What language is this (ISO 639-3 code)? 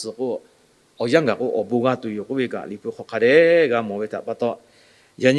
lhu